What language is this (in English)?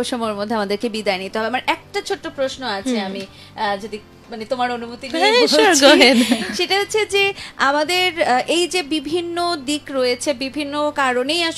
Bangla